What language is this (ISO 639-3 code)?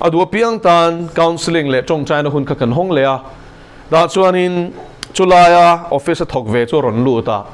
lus